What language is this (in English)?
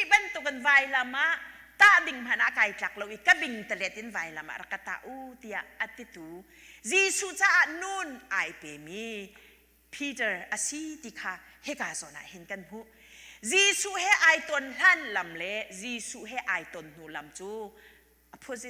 Hakha Chin